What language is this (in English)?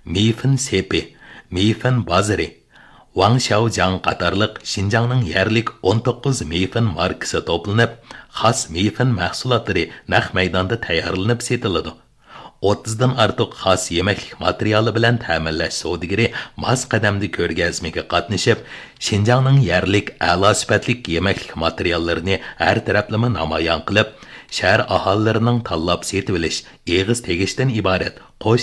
Uyghur